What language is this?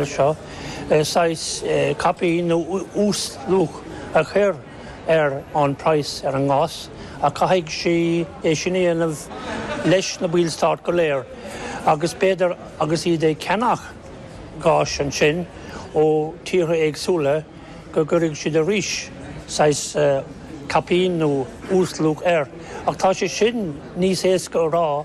Irish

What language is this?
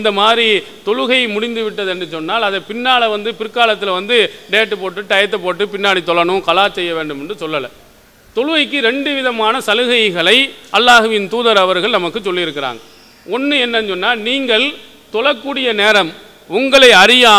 Tamil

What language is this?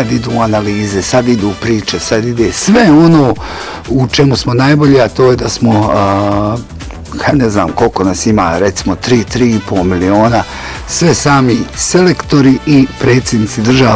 Bosnian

